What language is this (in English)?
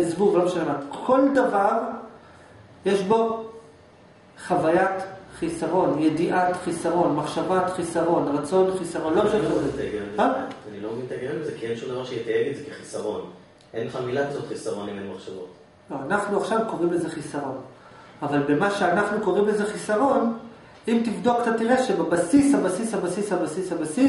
Hebrew